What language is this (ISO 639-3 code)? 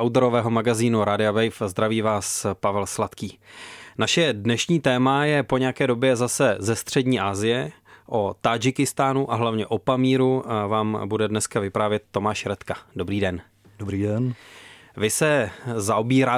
ces